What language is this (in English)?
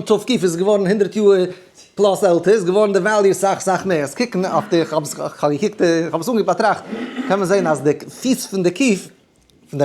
Yiddish